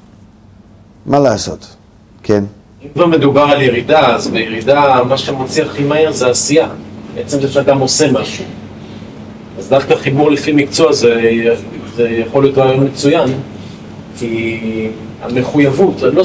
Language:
Hebrew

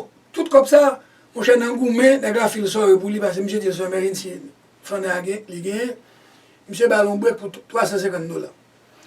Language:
Haitian Creole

